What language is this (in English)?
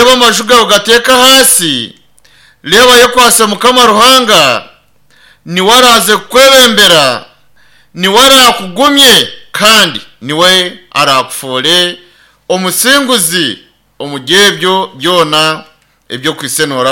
Nyankole